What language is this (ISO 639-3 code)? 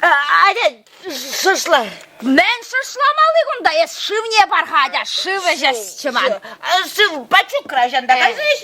chv